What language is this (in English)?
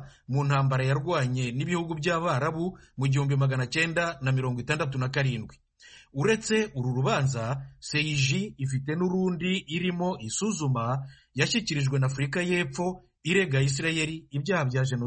Kinyarwanda